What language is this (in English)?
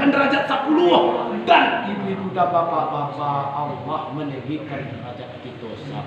Minangkabau